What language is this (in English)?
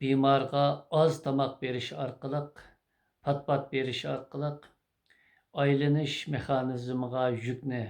Uyghur